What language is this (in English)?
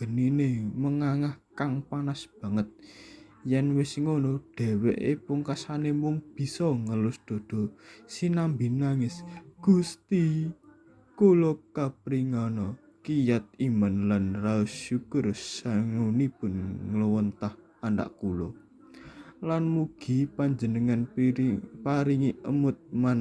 Javanese